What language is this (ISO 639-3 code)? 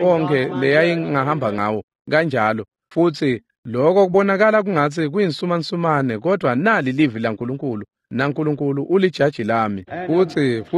ssw